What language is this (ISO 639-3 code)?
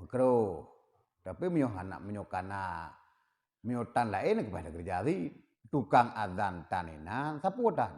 ace